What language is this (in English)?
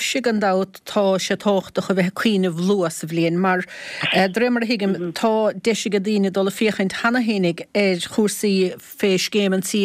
Irish